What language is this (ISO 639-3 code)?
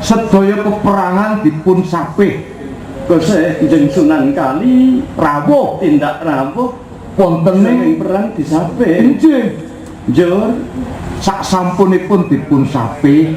jav